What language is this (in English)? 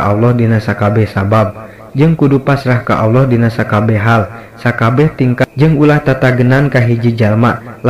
Sundanese